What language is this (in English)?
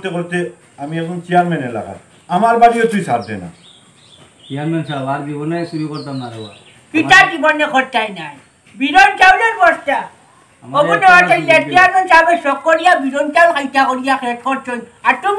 Sylheti